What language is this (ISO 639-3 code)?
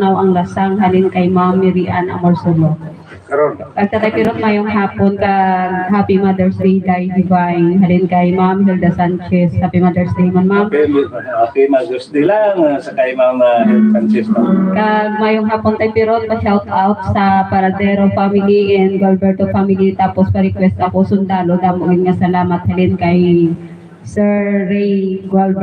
hil